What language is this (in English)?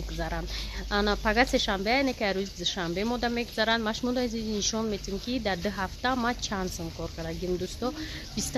Tajik